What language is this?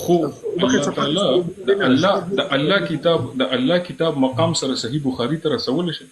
Pashto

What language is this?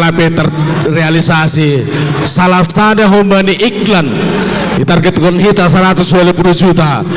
Batak Simalungun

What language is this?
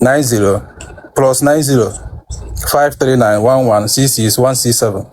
Igbo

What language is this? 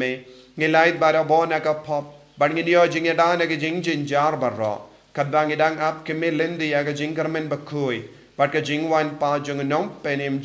Khasi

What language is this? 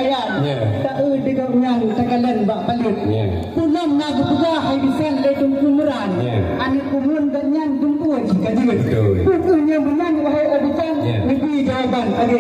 Achinese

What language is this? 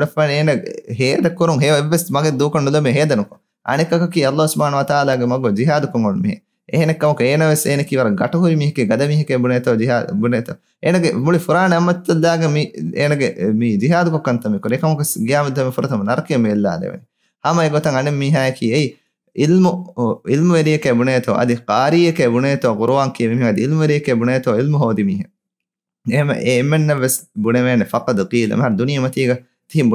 Divehi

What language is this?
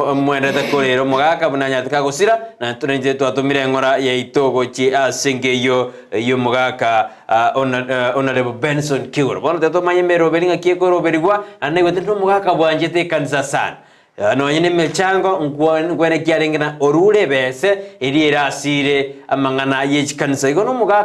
Gusii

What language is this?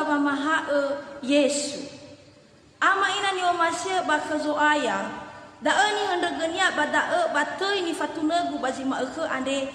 Nias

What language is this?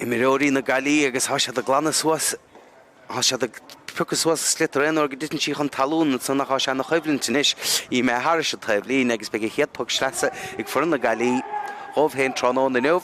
Irish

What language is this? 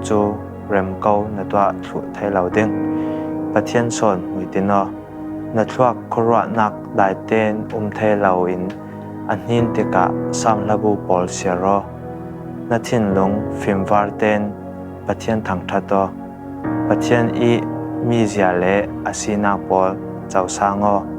Falam Chin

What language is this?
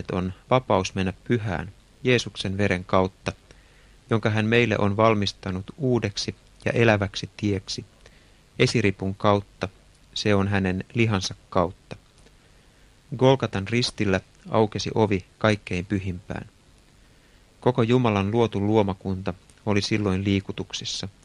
Finnish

